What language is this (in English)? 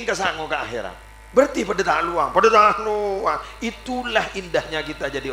Madurese